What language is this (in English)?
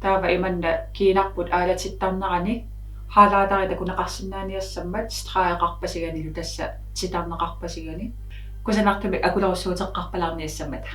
Kalaallisut